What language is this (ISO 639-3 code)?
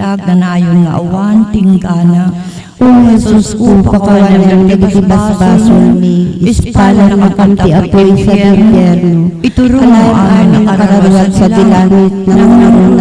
ilo